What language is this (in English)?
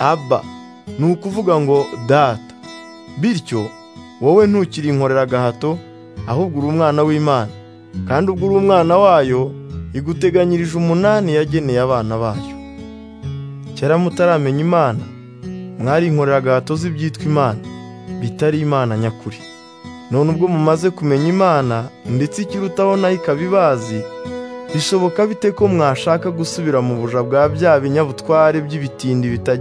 Kinyarwanda